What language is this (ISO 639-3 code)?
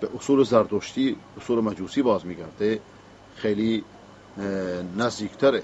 fas